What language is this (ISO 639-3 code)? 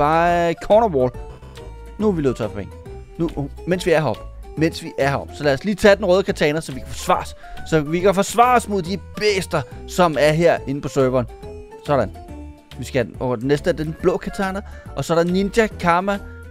dan